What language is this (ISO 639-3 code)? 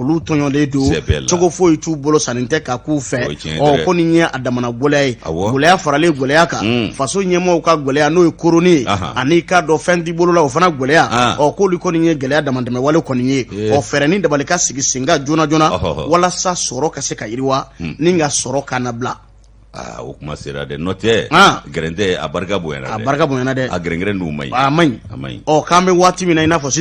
bam